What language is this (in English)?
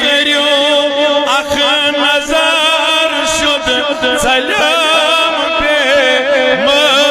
Kashmiri